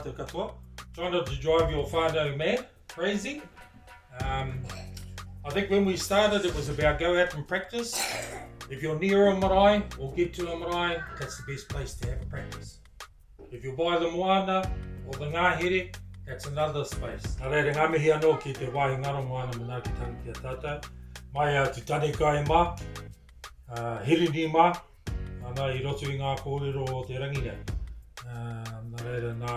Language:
Māori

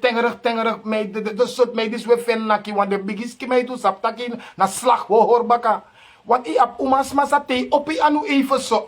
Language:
Sranan Tongo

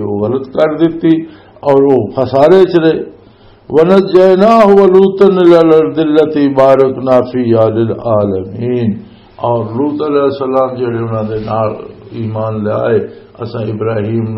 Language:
Western Panjabi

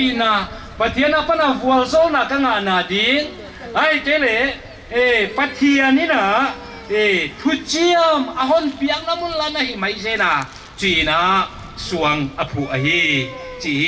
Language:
Paite Chin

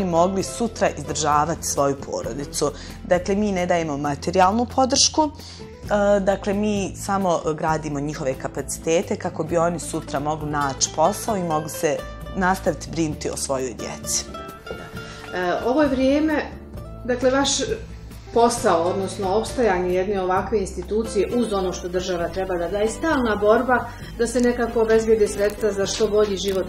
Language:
Bosnian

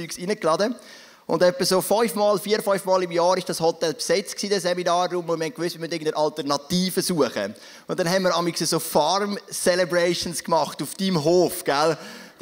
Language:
Swiss German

